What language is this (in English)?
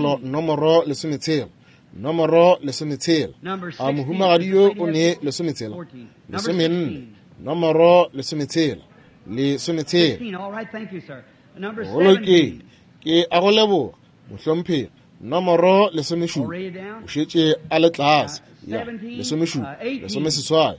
Northern Sotho